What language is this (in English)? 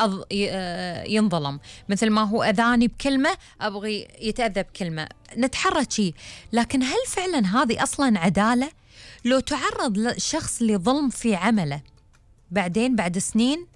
Gulf Arabic